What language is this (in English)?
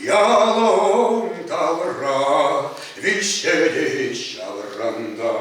Chuvash